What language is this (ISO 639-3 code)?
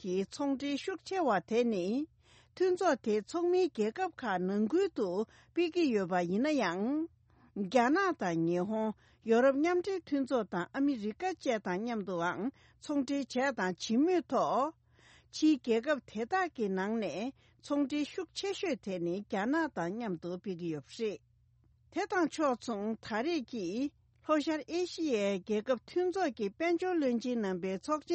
bod